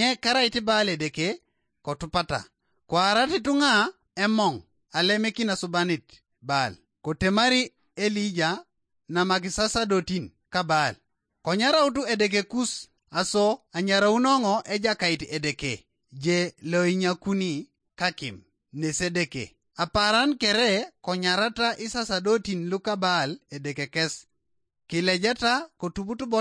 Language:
Teso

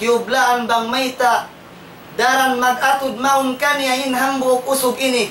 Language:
Tausug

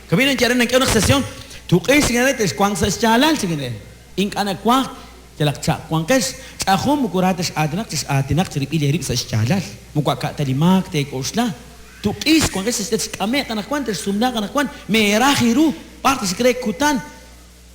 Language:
Kekchí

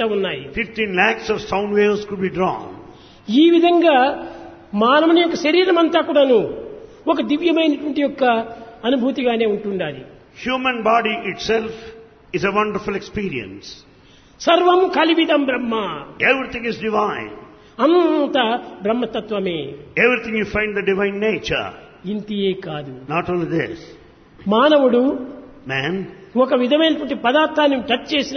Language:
Telugu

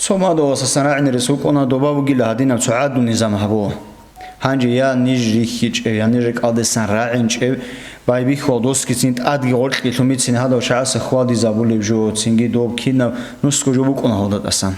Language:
Avaric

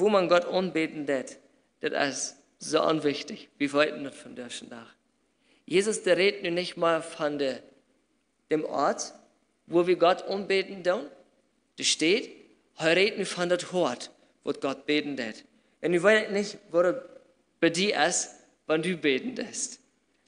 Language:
Plautdietsch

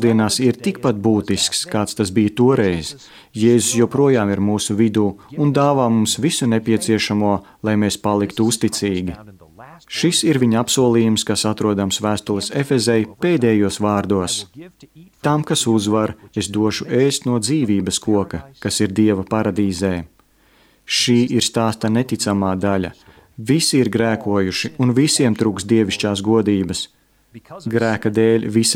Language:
Latvian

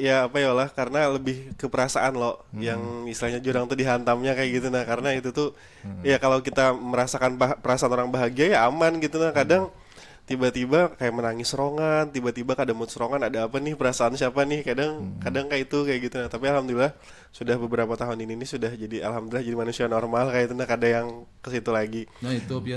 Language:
Banjar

